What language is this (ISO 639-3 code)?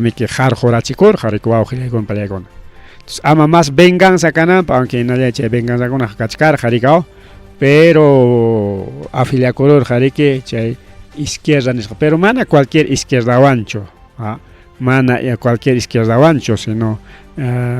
quy